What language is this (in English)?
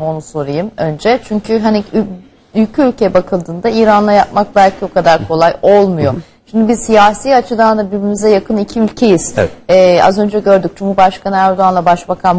Turkish